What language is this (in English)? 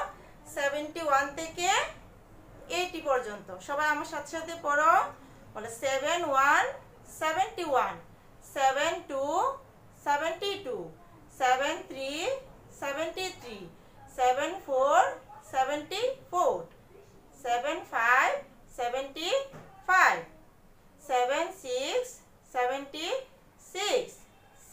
Bangla